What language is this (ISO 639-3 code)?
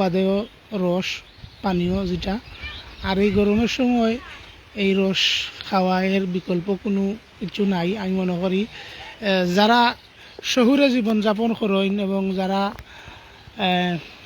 syl